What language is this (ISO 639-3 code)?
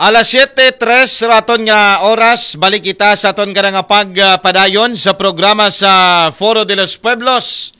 akl